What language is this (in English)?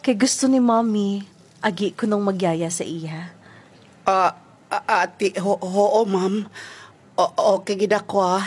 Hiligaynon